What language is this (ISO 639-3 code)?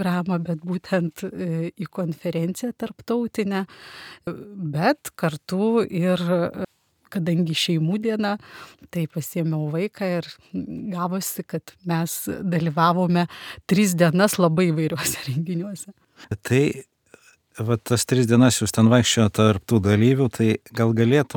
lit